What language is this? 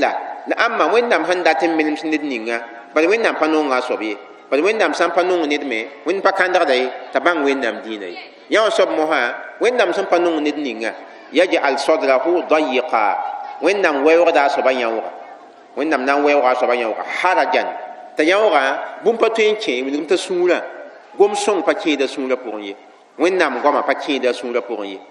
Mossi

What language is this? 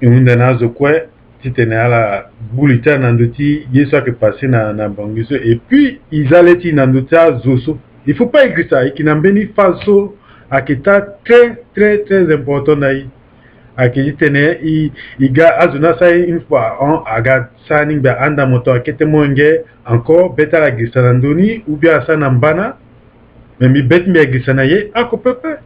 Sango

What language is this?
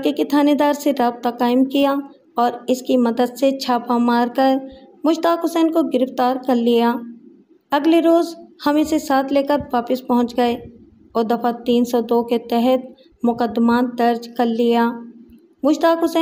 Urdu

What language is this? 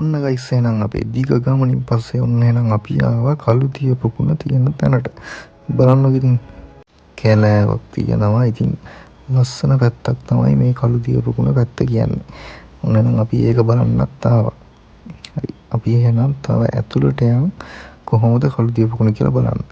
Sinhala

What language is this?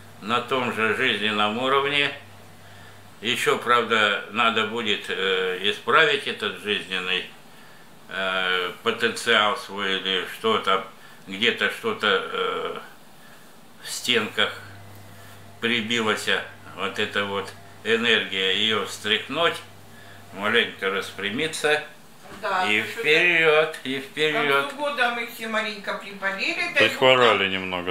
Russian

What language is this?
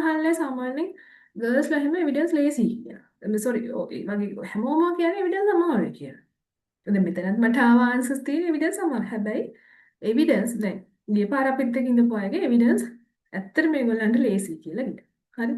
Sinhala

